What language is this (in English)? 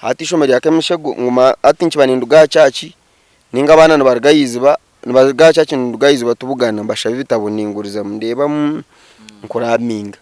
Nyankole